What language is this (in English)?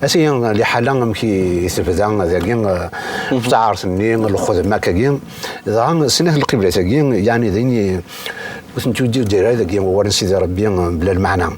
Kabyle